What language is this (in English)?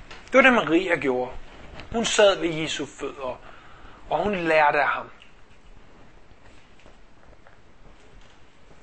Danish